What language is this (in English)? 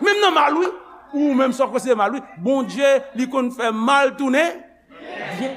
Haitian Creole